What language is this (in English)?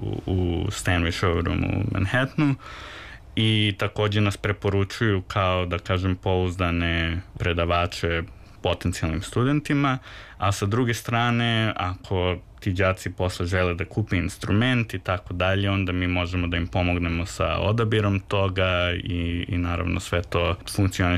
Serbian